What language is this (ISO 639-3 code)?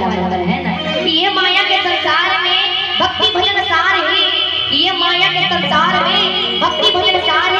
hne